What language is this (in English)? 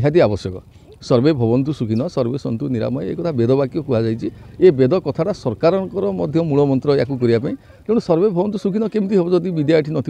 Odia